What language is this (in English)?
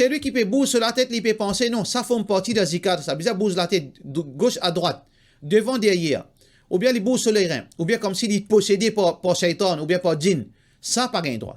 Morisyen